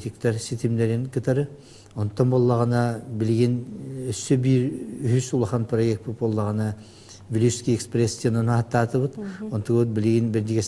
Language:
Yakut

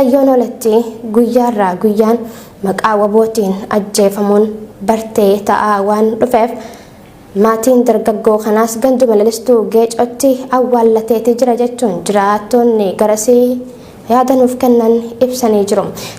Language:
Oromo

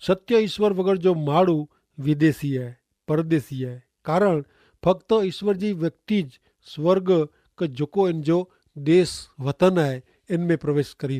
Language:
Kachhi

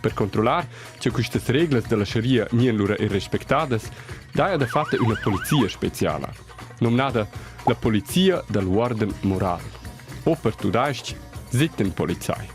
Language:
Romansh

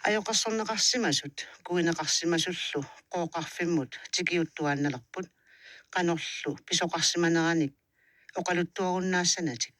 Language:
Kalaallisut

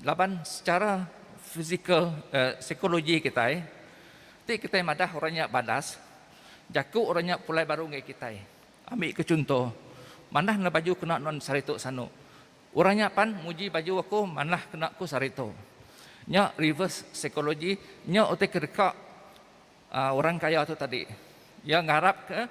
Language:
Iban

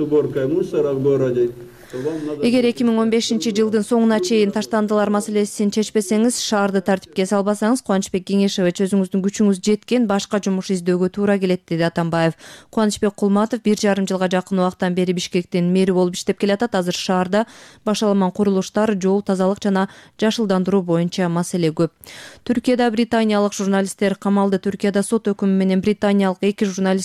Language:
Kyrgyz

